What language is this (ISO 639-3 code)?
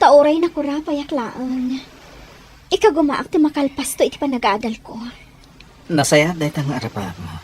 ilo